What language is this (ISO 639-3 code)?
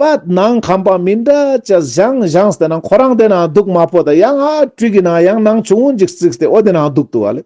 lbj